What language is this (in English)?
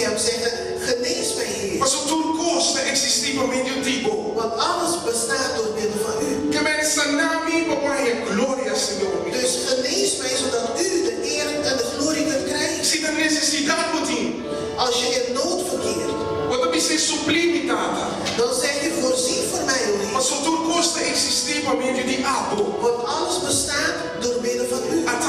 Papiamento